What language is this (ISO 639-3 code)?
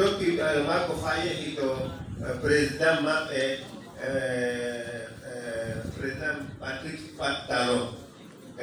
ful